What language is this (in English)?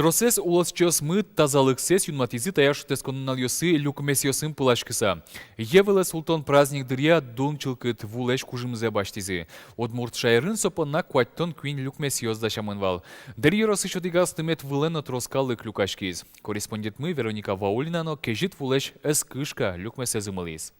Udmurt